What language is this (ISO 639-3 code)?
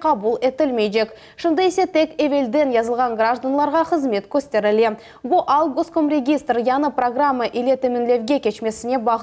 crh